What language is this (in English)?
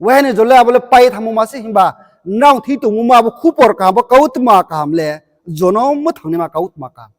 Riang (India)